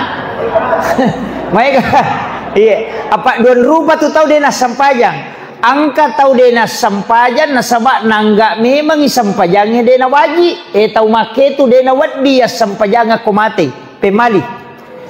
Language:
Buginese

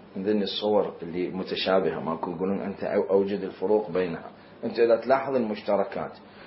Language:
Mesopotamian Arabic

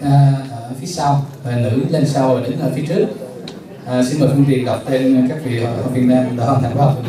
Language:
Vietnamese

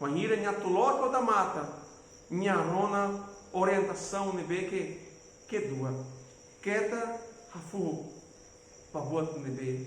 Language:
Tetum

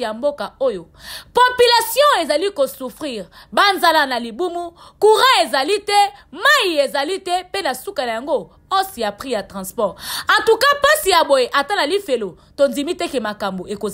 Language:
Lingala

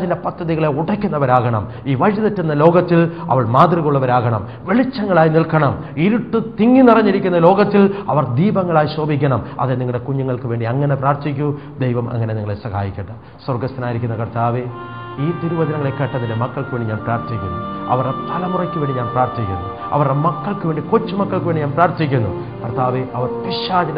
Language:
Malayalam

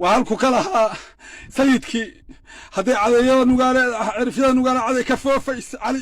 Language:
Somali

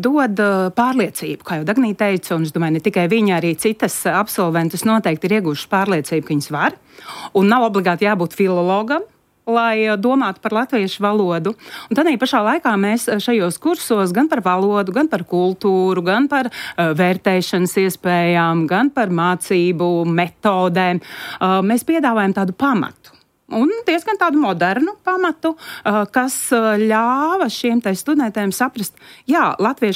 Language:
Latvian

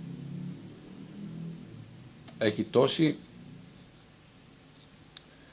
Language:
Greek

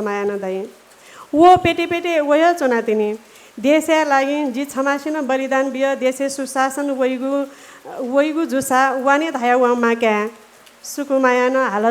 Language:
Newari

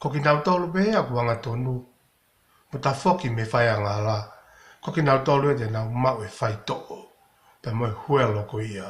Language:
Tongan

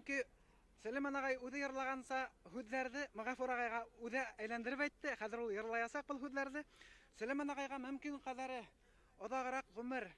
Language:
Bashkir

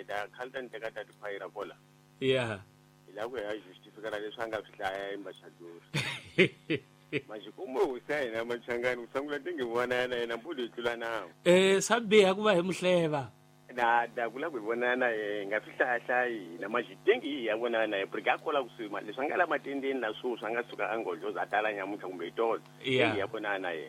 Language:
Tsonga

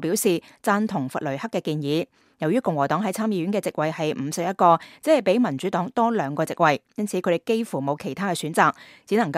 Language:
Cantonese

